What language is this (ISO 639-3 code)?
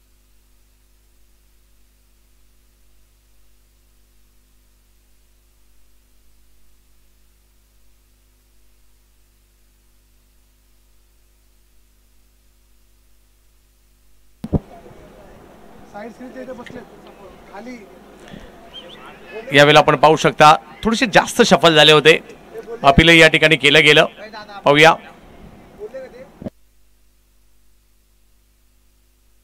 mar